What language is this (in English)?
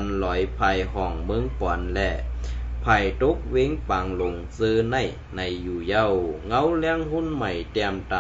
Shan